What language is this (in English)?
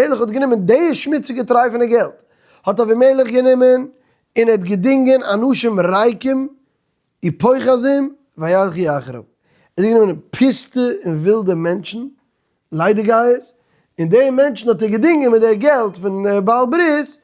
Yiddish